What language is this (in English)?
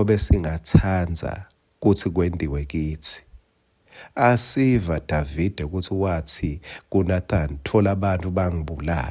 Swati